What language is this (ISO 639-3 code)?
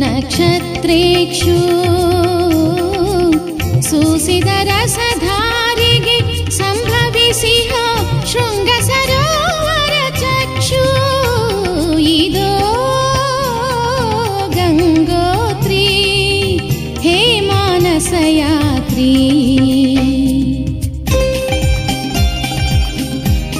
kan